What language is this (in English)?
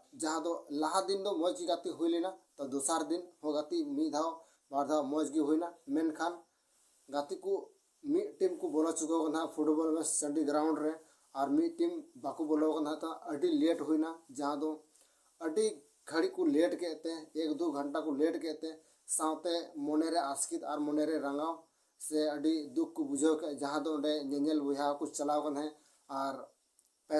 Santali